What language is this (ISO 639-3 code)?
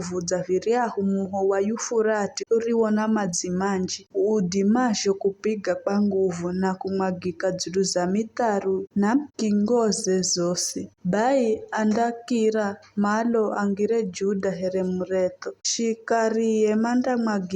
nyf